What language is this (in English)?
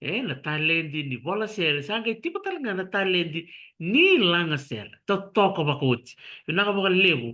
Fijian